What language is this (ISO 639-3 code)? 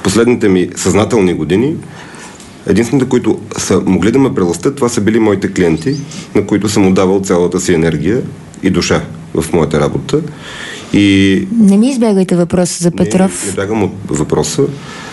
bul